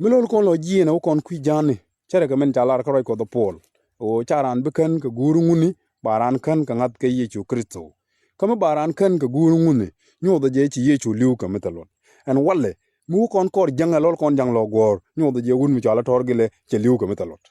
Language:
Nuer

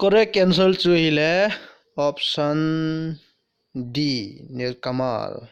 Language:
Thado Chin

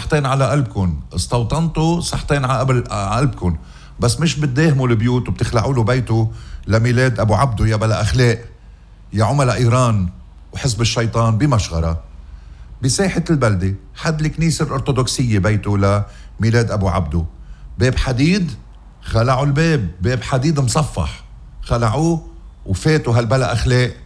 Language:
North Levantine Arabic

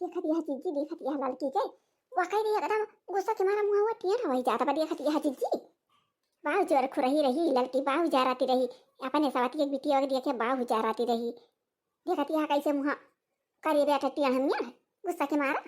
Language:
Awadhi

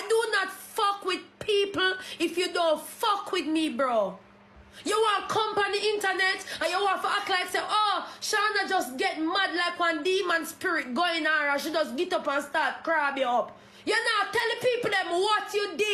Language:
Jamaican Creole English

